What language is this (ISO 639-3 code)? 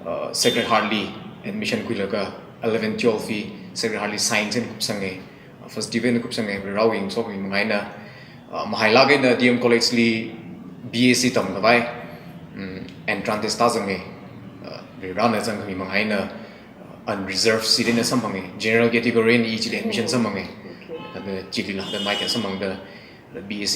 nmf